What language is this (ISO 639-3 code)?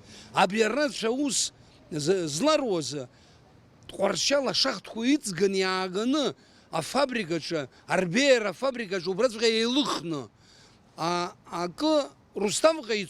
abk